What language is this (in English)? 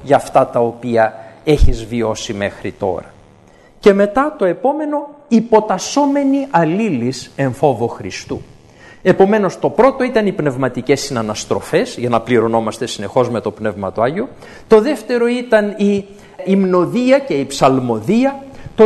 Greek